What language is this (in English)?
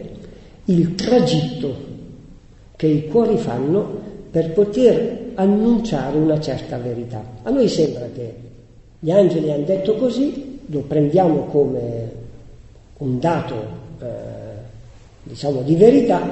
Italian